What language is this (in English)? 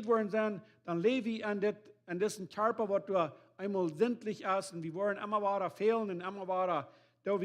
Plautdietsch